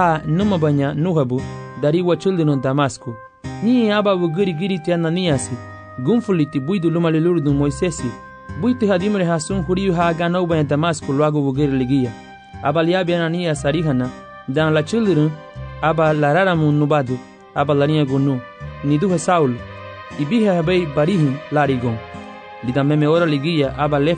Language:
Garifuna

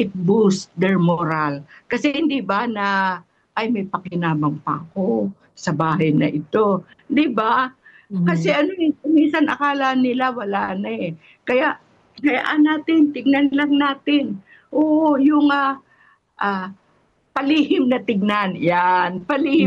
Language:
Filipino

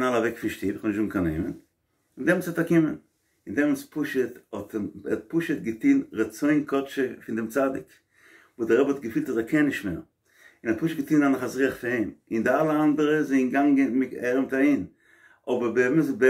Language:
Yiddish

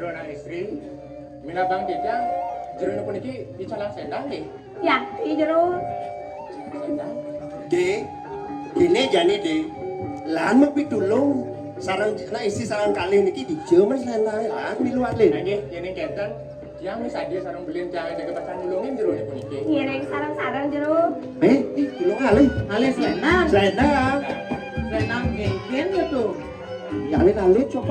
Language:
Balinese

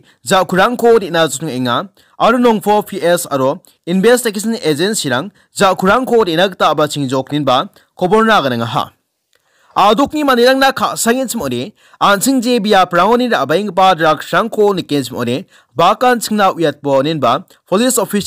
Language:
Garo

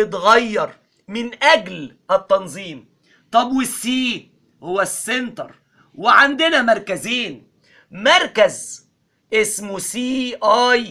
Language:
Egyptian Arabic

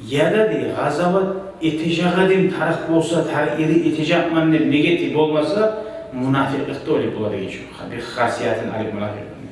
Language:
Kumyk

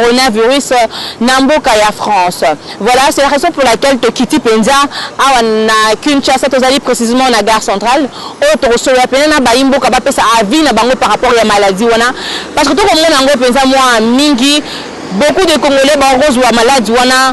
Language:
Lingala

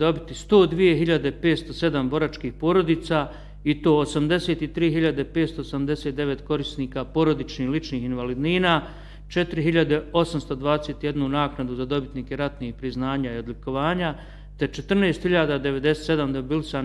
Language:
Bosnian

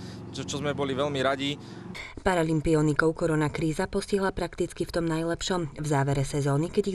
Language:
Slovak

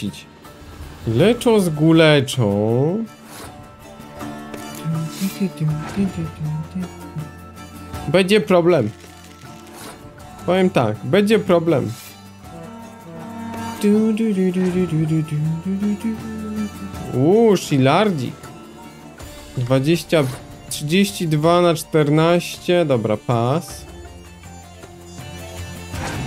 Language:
Polish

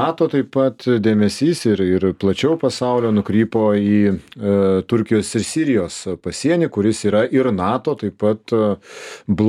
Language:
Lithuanian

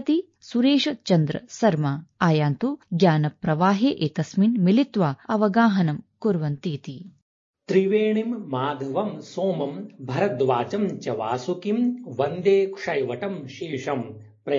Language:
Sanskrit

